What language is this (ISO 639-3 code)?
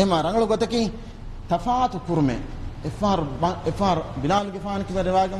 div